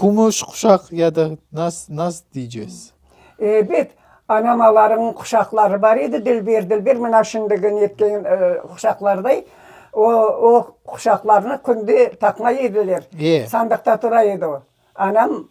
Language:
Crimean Tatar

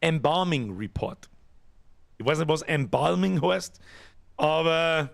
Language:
Bavarian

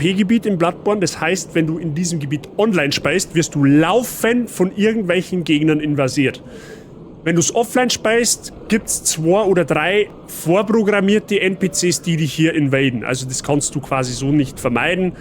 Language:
Bavarian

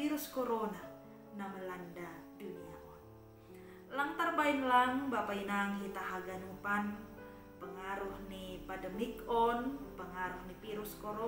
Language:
Batak Simalungun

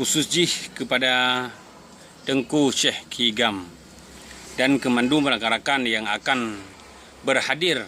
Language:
Achinese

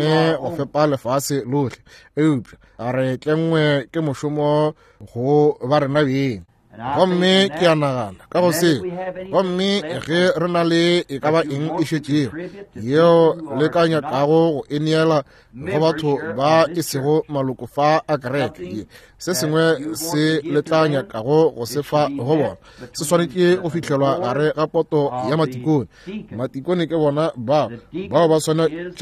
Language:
Northern Sotho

